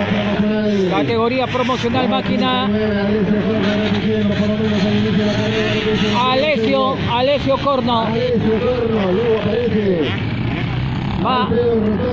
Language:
Spanish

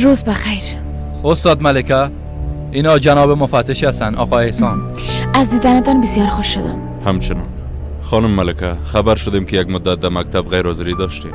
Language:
Persian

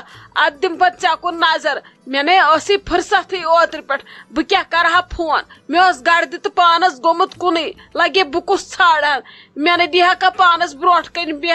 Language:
Kashmiri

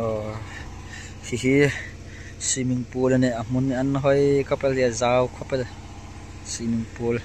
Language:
Hmar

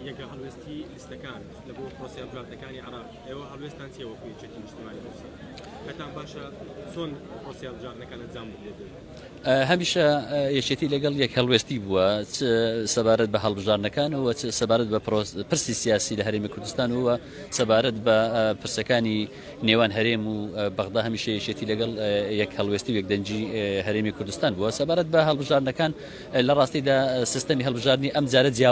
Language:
Central Kurdish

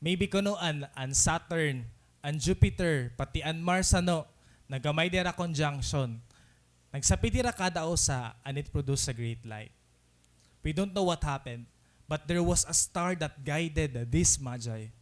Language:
Waray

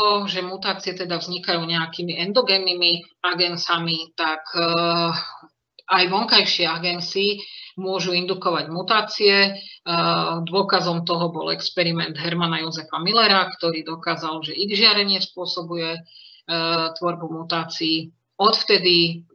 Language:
Slovak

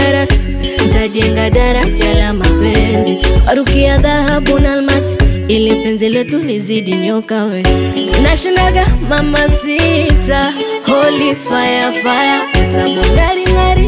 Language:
Swahili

